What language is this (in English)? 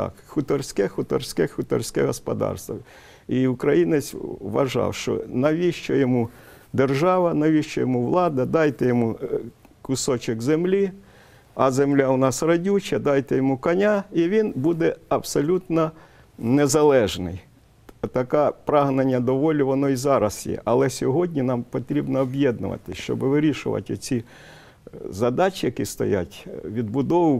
Ukrainian